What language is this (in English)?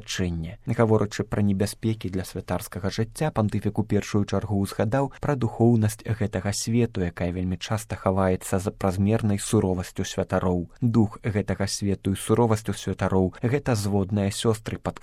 Belarusian